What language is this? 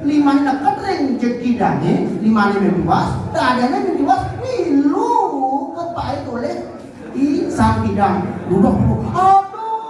Balinese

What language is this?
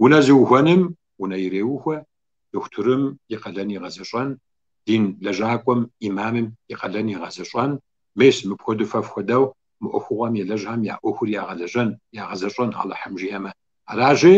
Kabardian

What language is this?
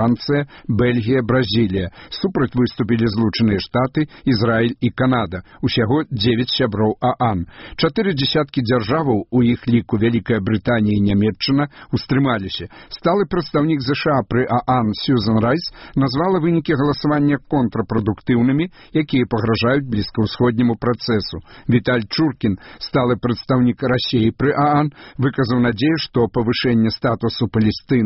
Belarusian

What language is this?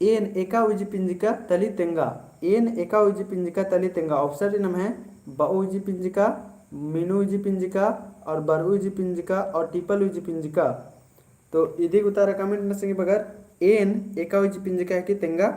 Kurukh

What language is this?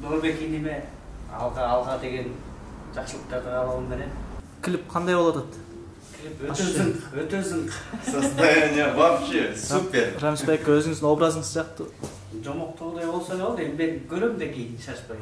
Kyrgyz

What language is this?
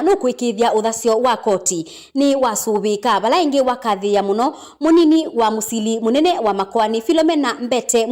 Kamba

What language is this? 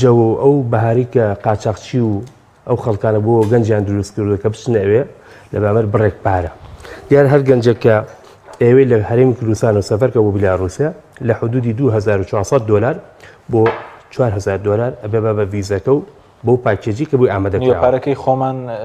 Central Kurdish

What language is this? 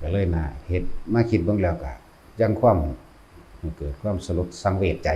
Northeastern Thai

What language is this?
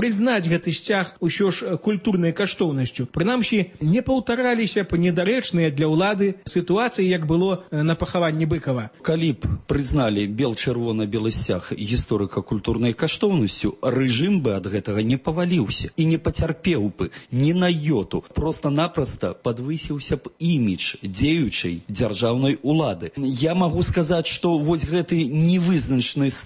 Belarusian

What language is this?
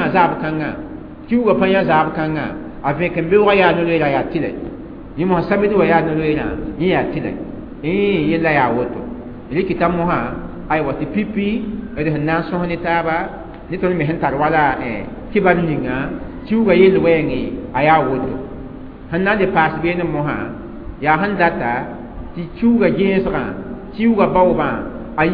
Mossi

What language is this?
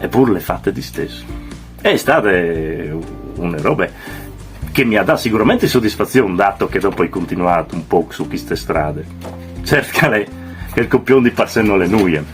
Friulian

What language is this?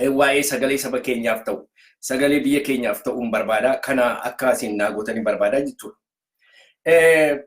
Oromo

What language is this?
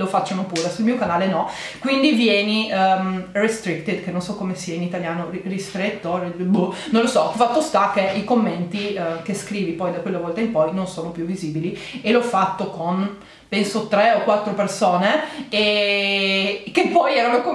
Italian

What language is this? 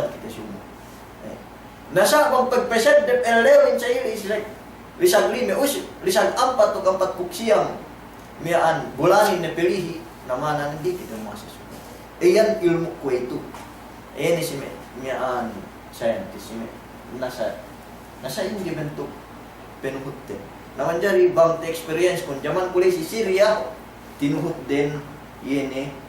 Yakan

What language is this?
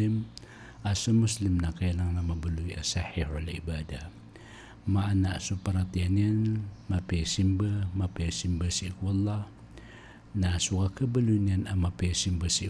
Maranao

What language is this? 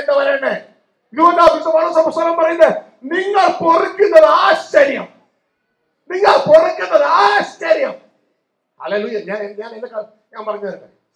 Malayalam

